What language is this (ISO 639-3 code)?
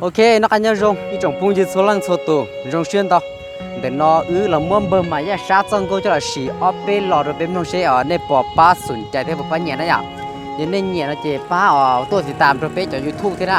hmn